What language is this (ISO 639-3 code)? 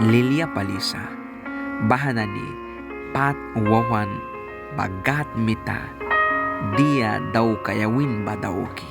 miq